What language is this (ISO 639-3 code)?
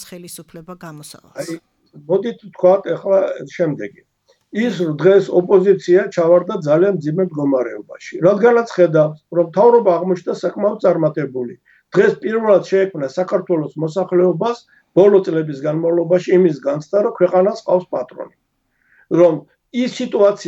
kat